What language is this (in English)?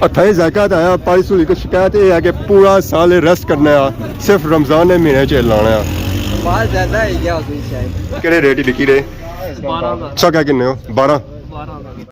Pahari-Potwari